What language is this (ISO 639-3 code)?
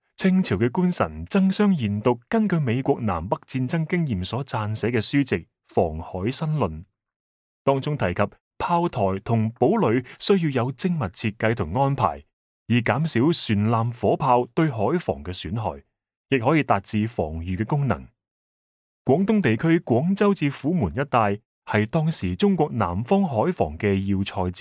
yue